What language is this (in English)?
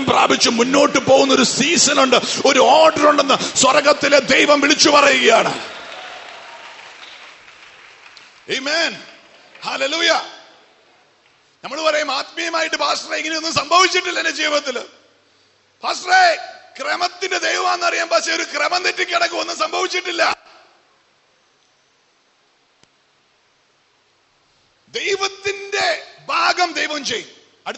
Malayalam